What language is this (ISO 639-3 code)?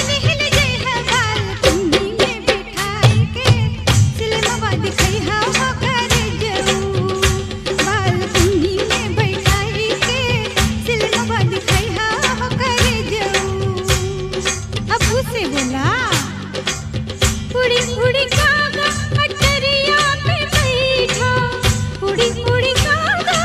bho